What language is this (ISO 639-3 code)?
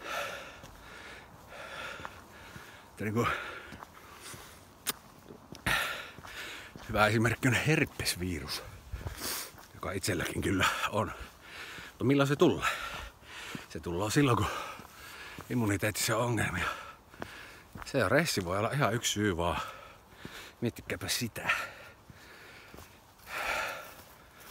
fin